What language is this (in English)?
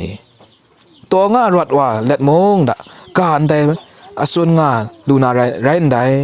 Kachin